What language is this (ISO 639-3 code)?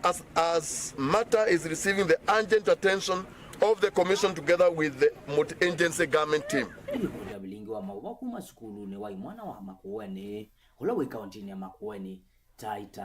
kam